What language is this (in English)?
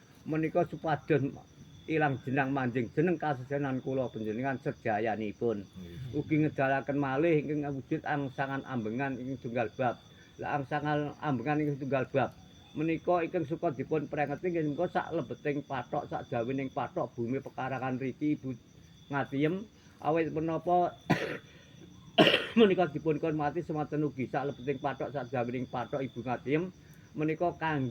Javanese